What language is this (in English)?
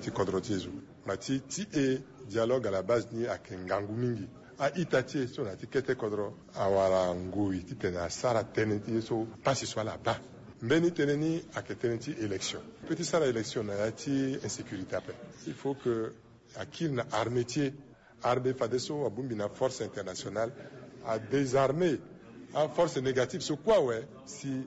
Sango